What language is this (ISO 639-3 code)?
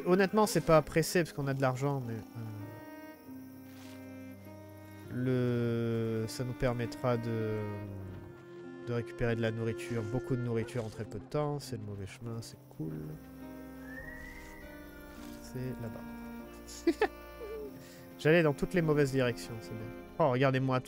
fra